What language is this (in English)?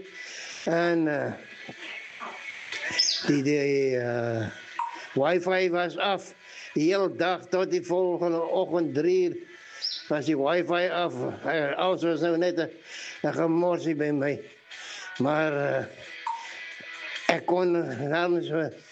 Afrikaans